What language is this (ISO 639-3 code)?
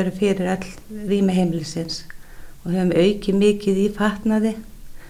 isl